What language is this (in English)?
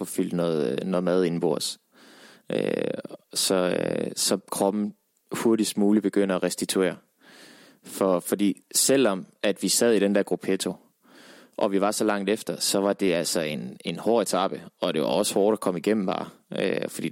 Danish